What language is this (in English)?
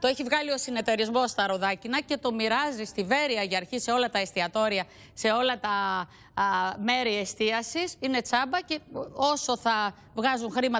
Greek